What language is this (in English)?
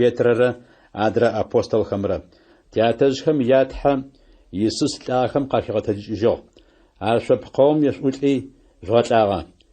Adyghe